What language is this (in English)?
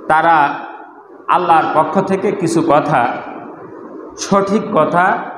Bangla